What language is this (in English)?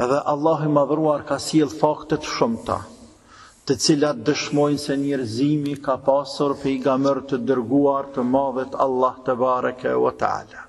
Albanian